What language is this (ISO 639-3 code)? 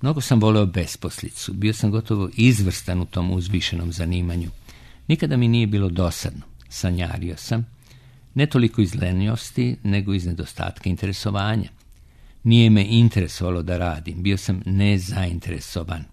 srp